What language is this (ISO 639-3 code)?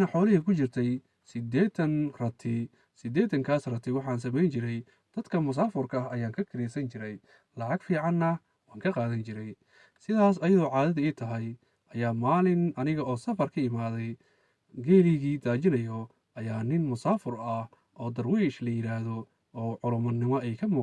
som